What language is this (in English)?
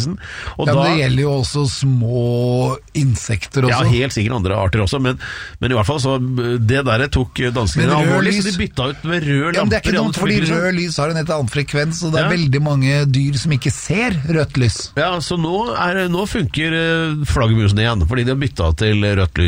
Norwegian